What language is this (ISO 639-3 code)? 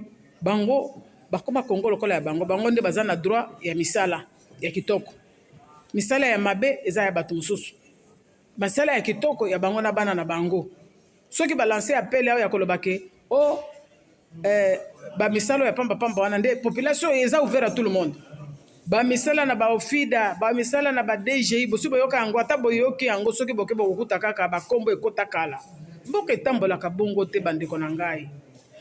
lin